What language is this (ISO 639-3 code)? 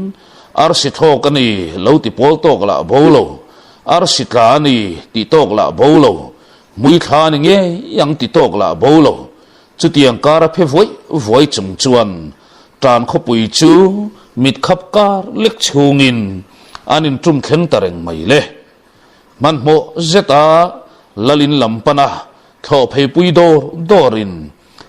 lus